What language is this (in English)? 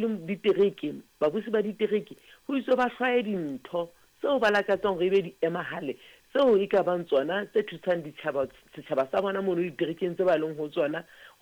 Southern Sotho